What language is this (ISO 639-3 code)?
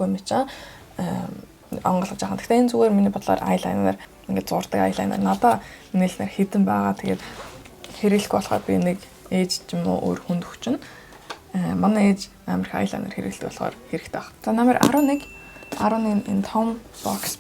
mon